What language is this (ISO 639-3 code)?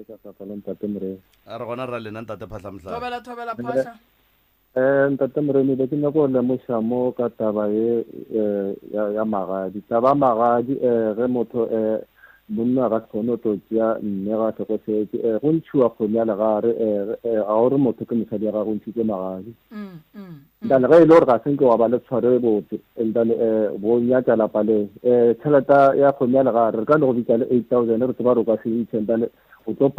nso